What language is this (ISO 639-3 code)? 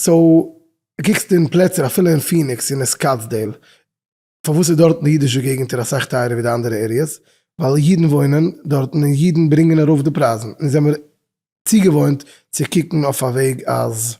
yid